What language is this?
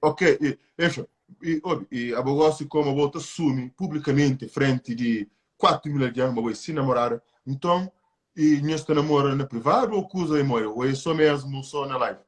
Kabuverdianu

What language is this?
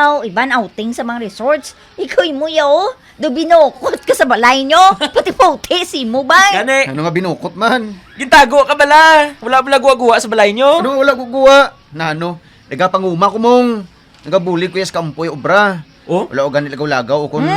Hiligaynon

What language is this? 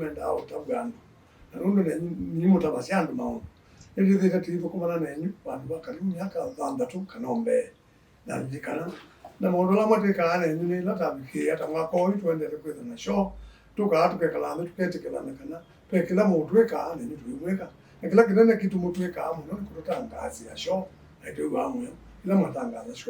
Kamba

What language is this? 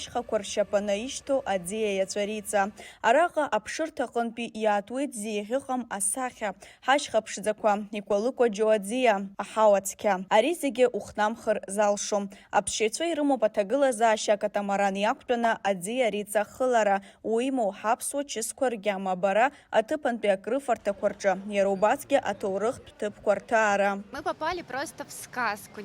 Abkhazian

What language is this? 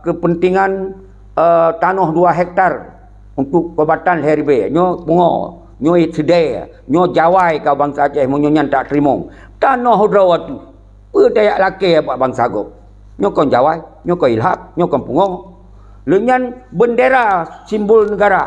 Achinese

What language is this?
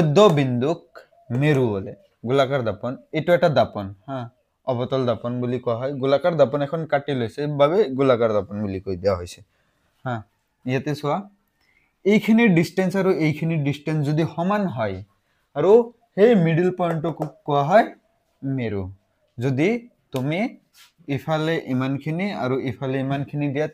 Assamese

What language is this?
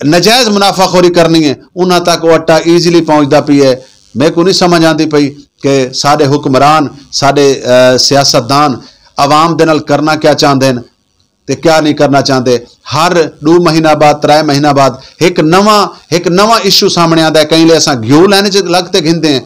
Saraiki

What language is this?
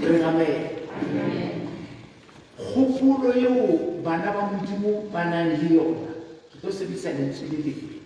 Southern Sotho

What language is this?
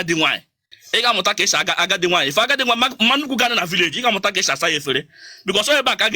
Igbo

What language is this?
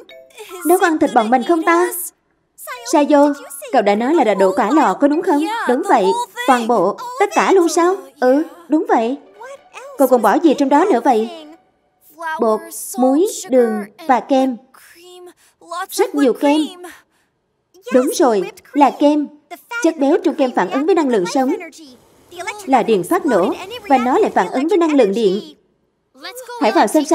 Vietnamese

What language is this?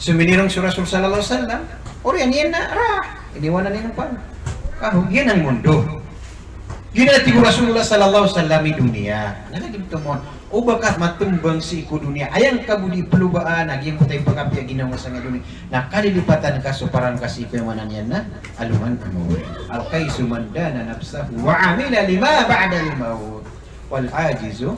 Maranao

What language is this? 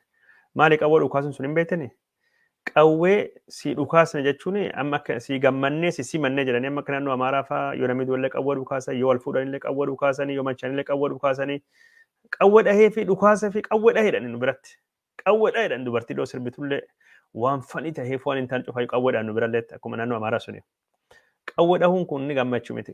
Oromo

